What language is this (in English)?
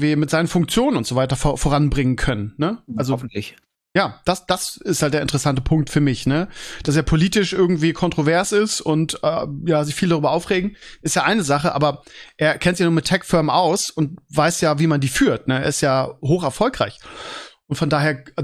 German